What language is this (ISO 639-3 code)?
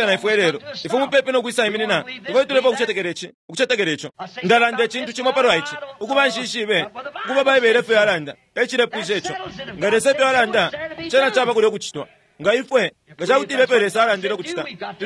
bem